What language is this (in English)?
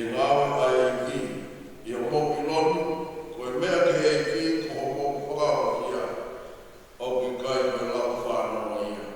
Tongan